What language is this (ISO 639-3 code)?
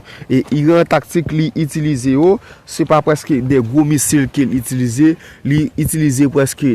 hat